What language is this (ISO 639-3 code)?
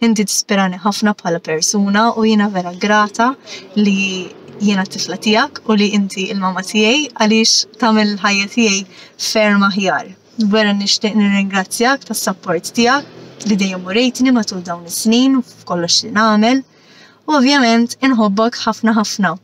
mlt